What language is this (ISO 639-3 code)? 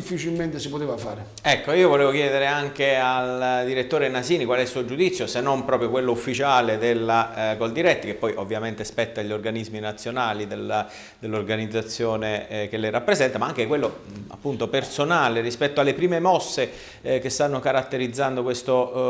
ita